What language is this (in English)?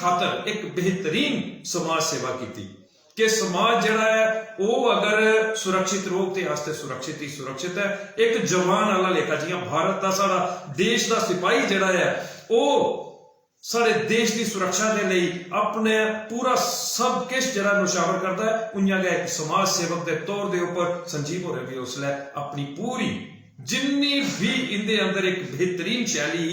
Dogri